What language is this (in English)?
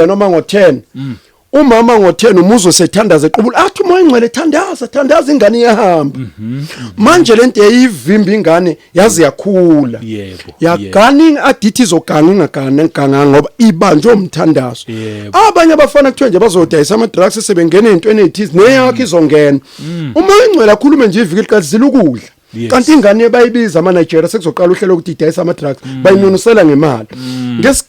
Zulu